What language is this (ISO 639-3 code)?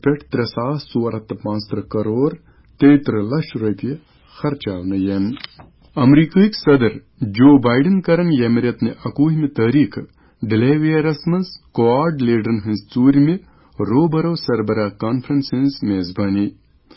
kas